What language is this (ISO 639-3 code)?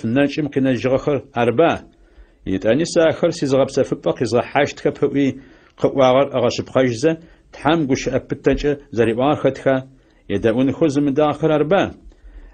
ady